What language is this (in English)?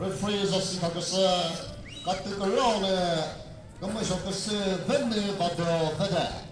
Chokri Naga